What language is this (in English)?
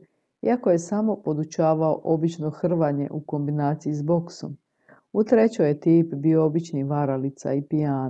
Croatian